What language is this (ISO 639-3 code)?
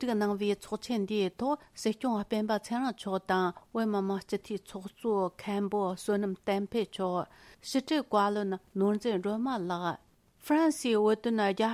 bod